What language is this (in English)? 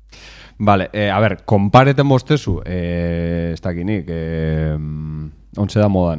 Basque